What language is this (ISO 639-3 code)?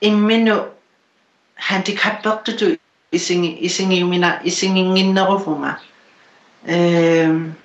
kal